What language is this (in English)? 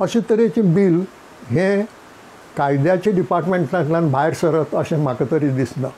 Konkani